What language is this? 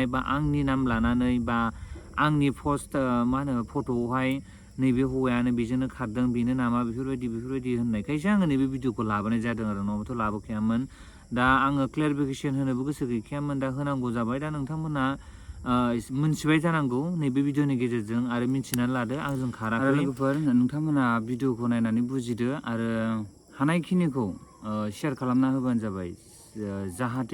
Bodo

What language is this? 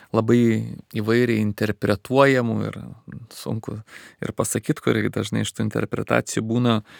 Lithuanian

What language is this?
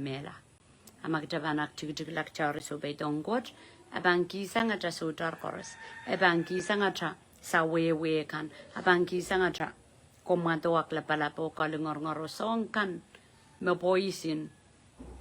Pohnpeian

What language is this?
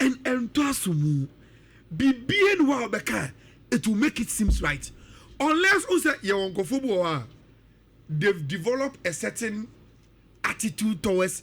Akan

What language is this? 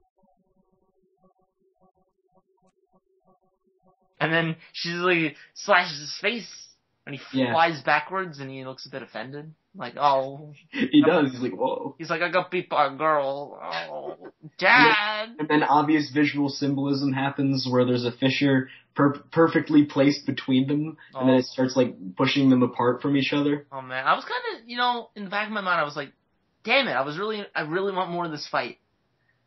English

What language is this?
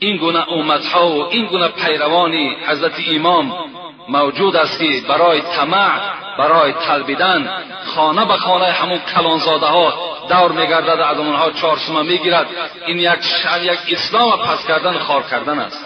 Tajik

